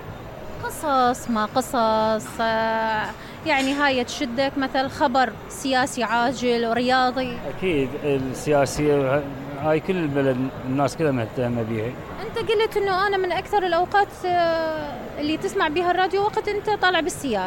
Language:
Mesopotamian Arabic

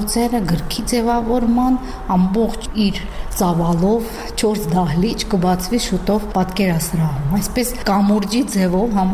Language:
Armenian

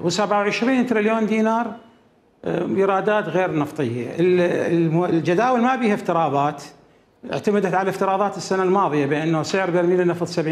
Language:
Mesopotamian Arabic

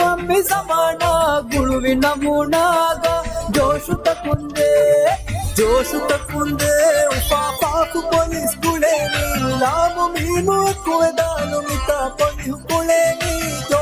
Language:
Divehi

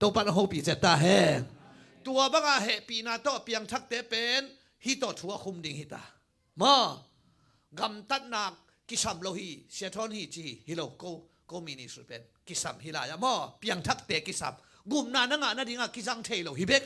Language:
Tedim Chin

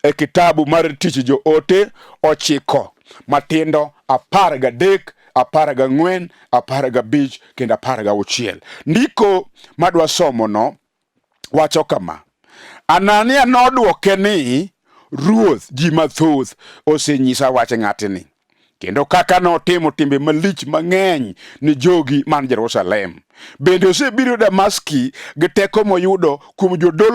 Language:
Luo (Kenya and Tanzania)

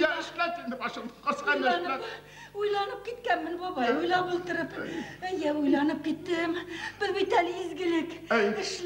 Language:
Bashkir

